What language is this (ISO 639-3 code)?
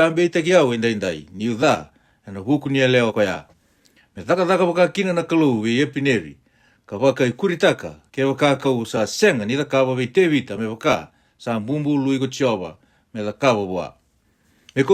fij